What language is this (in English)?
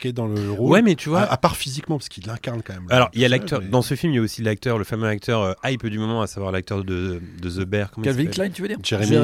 French